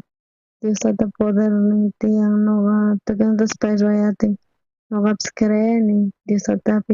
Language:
South Bolivian Quechua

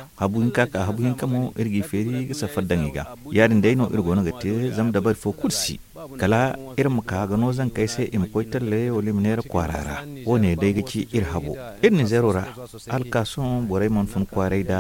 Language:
Zarma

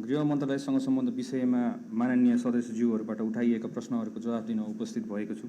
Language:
Nepali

